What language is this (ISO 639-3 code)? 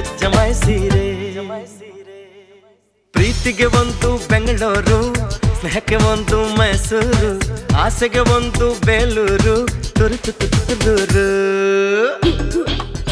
kan